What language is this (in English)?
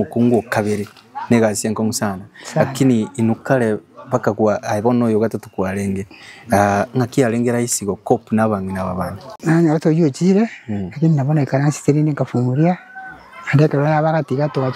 Gusii